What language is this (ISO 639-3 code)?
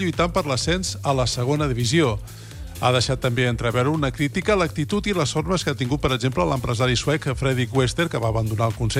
cat